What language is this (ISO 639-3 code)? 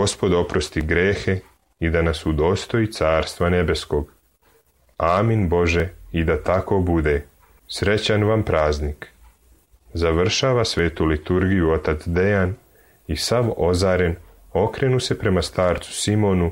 srp